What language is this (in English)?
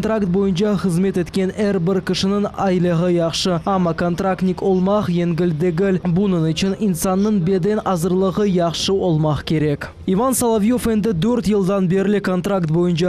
Crimean Tatar